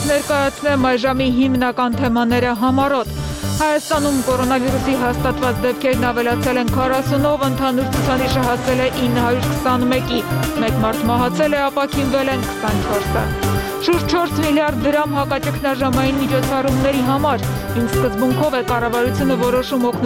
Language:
Armenian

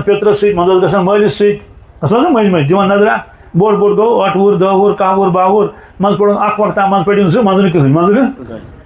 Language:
Kashmiri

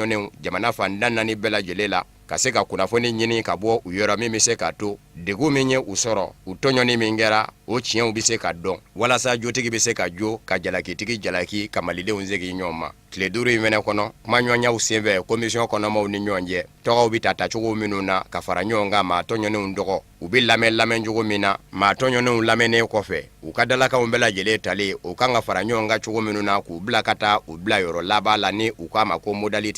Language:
Bambara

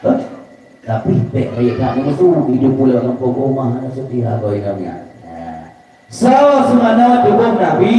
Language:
Achinese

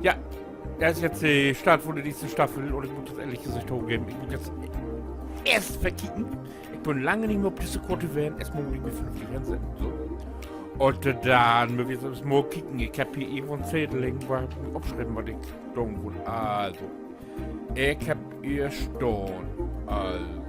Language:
Low German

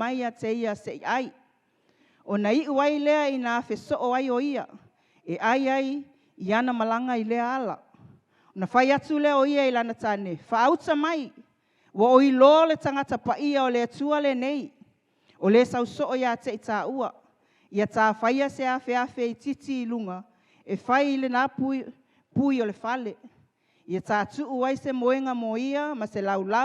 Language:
Samoan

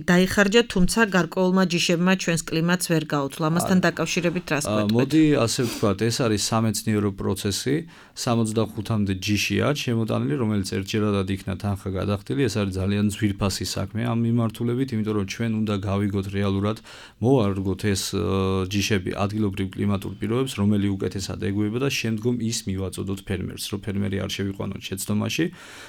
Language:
Georgian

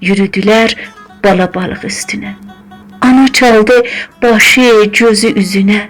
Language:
South Azerbaijani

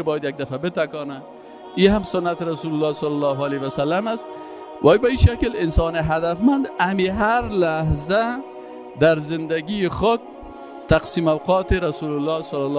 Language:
Persian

